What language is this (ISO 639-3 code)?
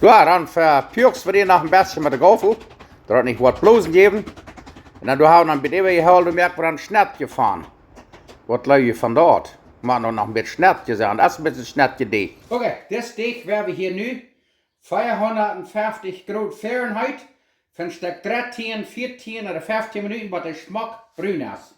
pdt